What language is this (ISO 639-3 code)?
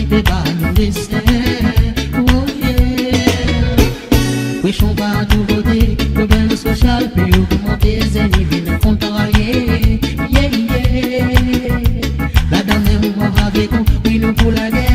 crs